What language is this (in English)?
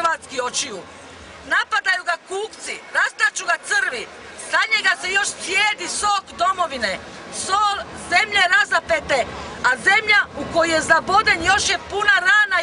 Croatian